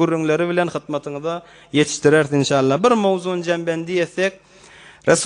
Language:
Turkmen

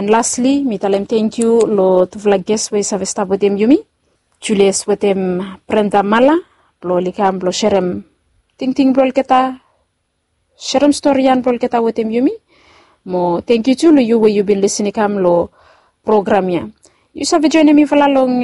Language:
Bislama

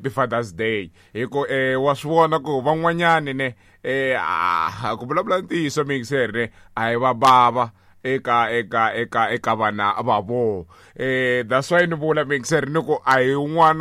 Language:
Tsonga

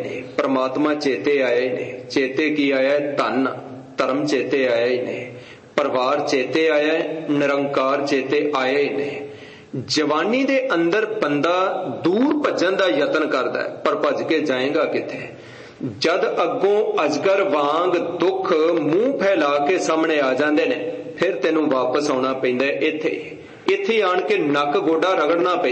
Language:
Punjabi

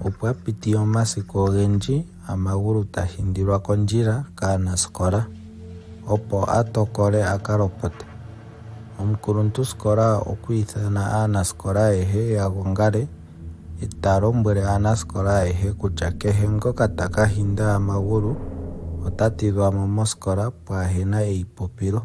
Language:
Ndonga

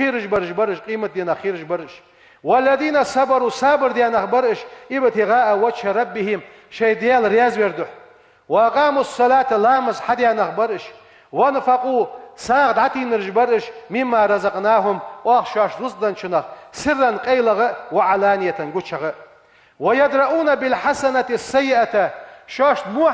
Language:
Ingush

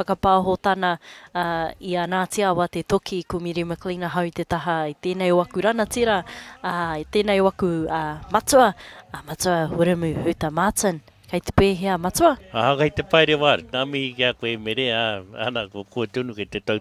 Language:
Māori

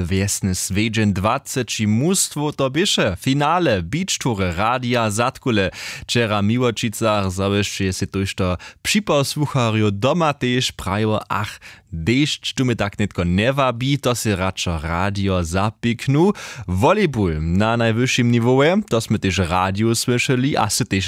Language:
Upper Sorbian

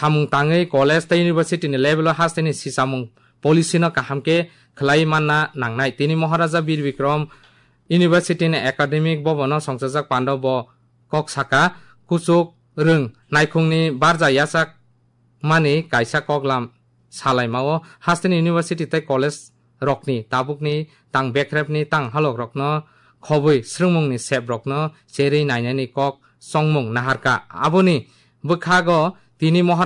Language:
Kok Borok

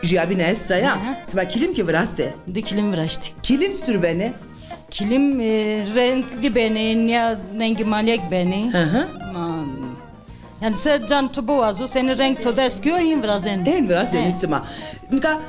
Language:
Zaza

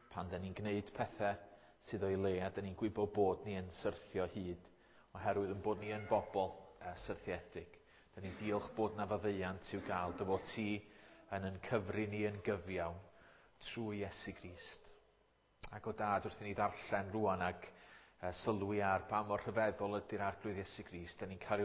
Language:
Welsh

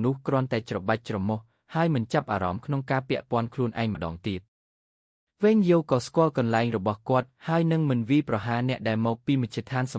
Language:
Khmer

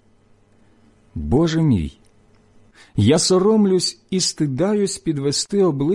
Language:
Ukrainian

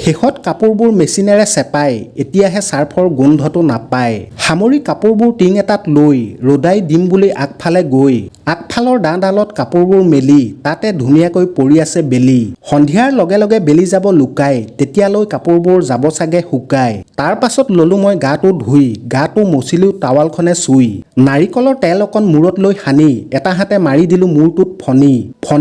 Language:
Assamese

